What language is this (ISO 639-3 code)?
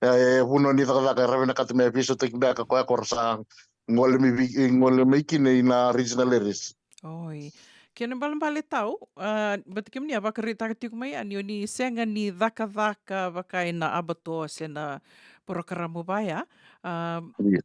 fij